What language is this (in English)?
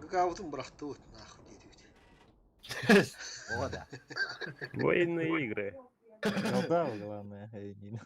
Yakut